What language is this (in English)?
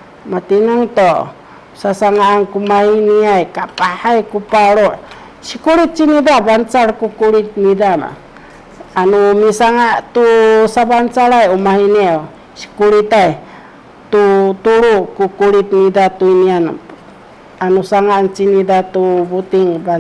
Sakizaya